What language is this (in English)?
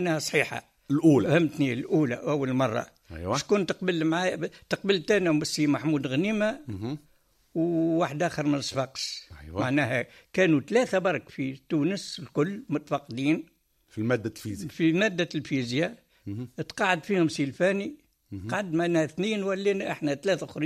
Tunisian Arabic